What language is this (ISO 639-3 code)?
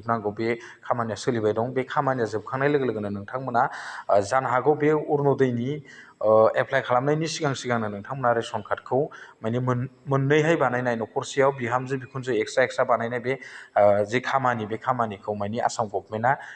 brx